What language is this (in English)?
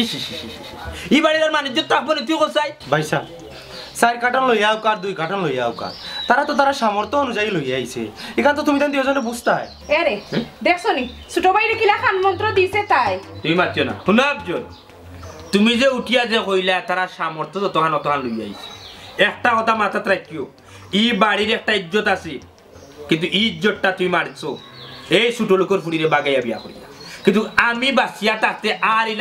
Sylheti